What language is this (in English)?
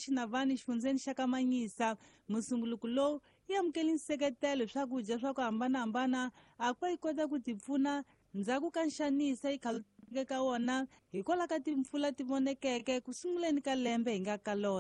Tsonga